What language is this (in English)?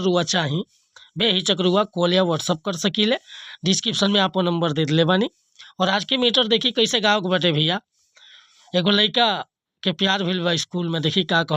Bhojpuri